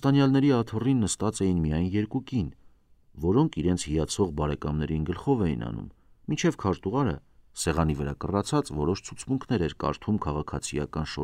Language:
Armenian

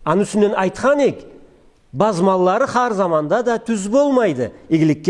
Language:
Karachay-Balkar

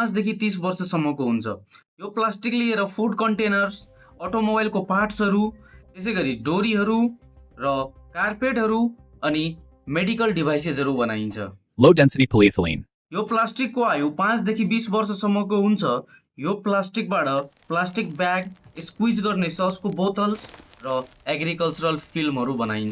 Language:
Nepali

